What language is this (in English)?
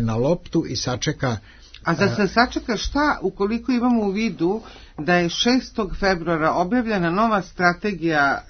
Serbian